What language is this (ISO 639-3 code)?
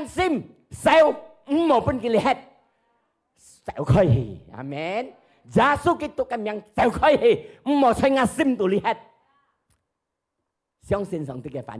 hak